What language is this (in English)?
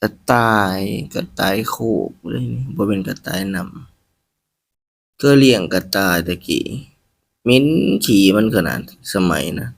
Northeastern Thai